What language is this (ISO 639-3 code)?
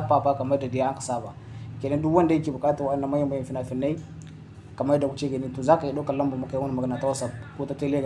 hau